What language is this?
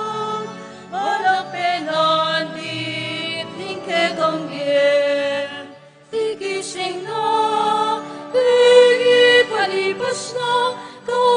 Pampanga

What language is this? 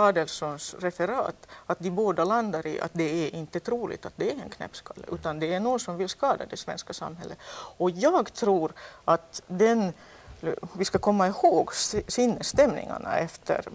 Swedish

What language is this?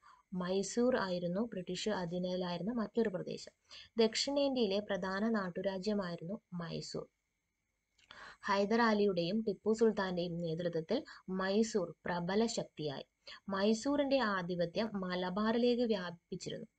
Malayalam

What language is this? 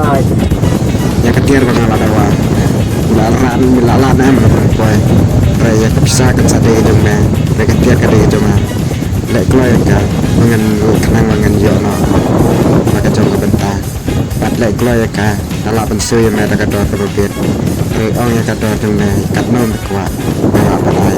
Khasi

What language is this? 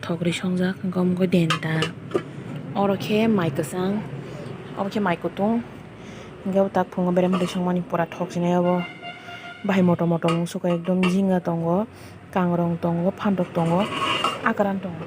Kok Borok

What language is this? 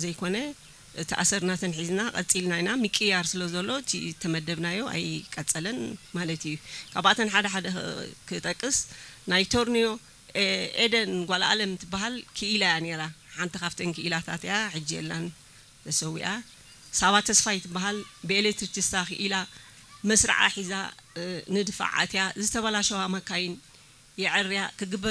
Tigrinya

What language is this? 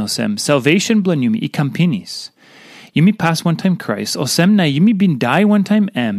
Tok Pisin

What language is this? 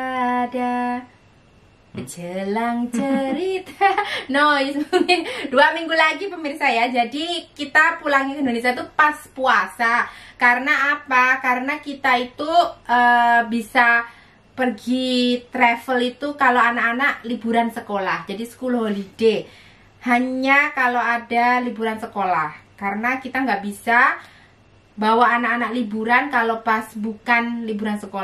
Indonesian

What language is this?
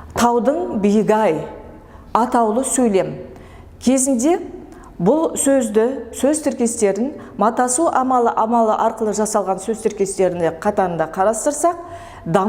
Kazakh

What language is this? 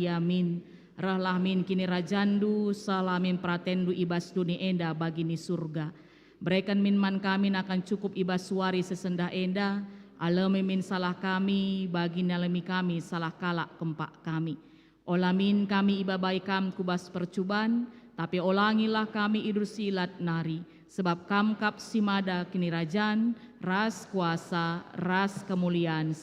Batak Karo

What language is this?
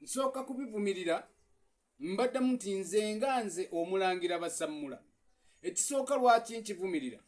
Ganda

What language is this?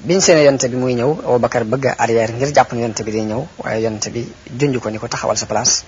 Wolof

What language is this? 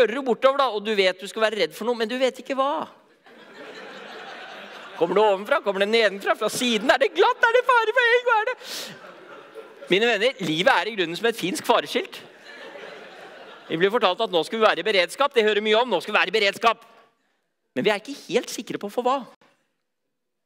Norwegian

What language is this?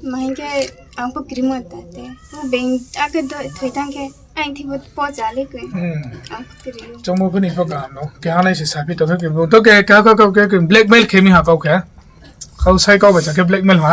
Riang (India)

